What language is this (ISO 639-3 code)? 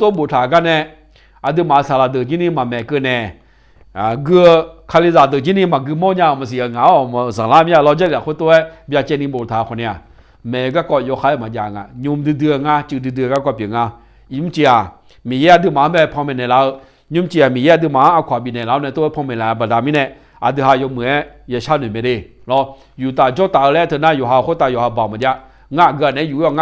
ahk